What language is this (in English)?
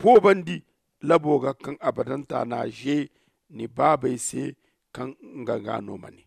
Zarma